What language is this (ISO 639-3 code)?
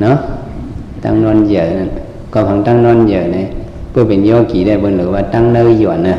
shn